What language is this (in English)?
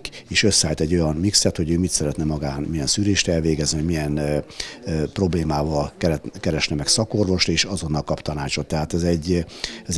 Hungarian